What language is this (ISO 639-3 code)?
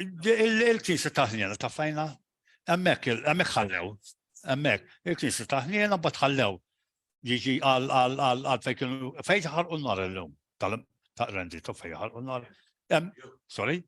mlt